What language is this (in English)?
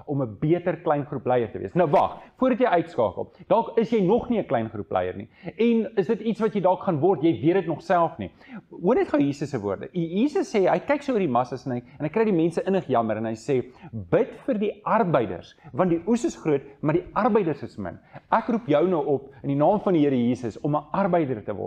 Afrikaans